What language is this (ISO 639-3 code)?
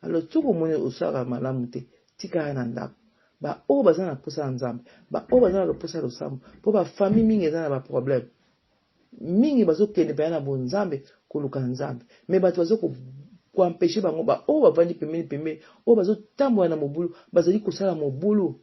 lin